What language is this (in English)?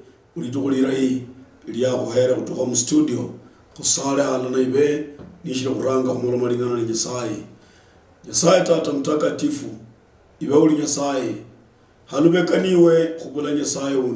Luyia